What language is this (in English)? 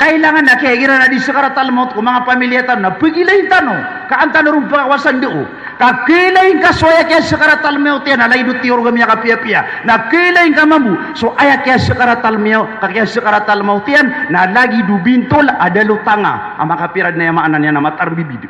Maranao